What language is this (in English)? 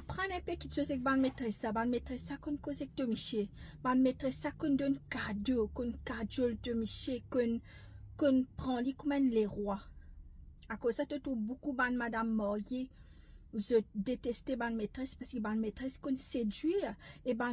Morisyen